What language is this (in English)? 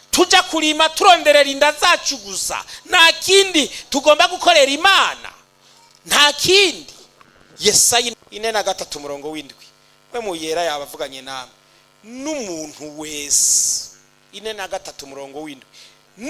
Rundi